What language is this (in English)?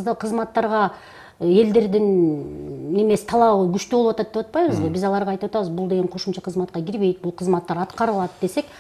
Kyrgyz